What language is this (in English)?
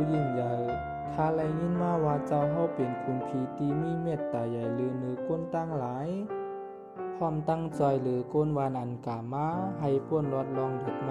Shan